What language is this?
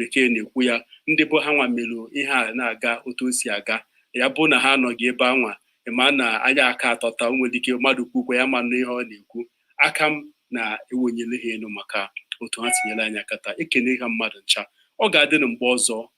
Igbo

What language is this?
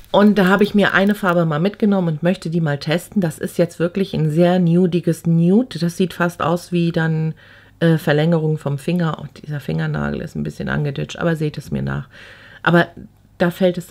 German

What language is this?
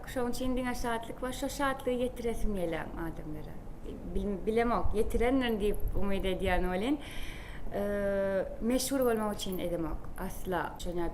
Turkmen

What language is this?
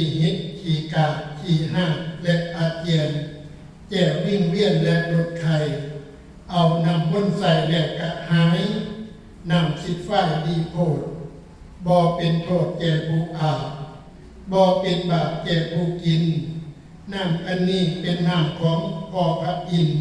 Northeastern Thai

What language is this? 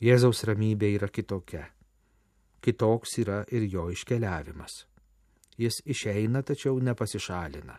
Lithuanian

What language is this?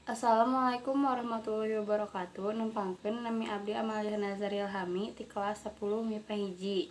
Sundanese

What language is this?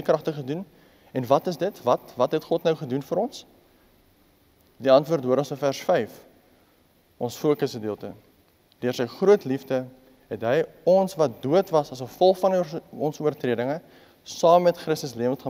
Afrikaans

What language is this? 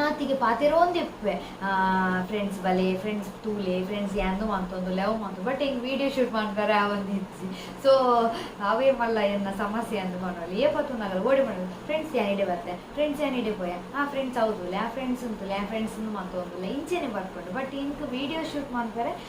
Tulu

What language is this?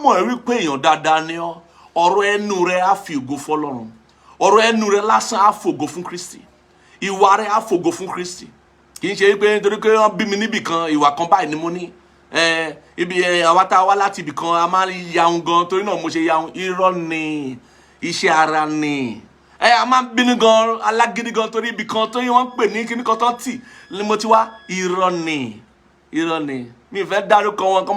Yoruba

